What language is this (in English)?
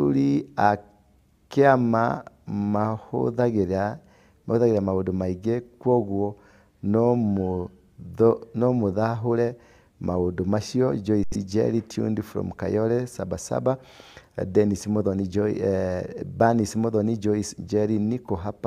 Kikuyu